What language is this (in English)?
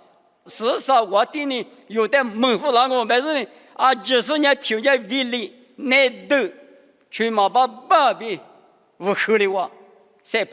Lisu